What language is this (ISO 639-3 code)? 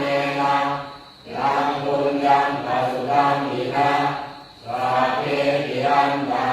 pli